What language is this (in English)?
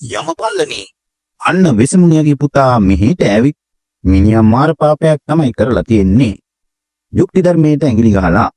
Sinhala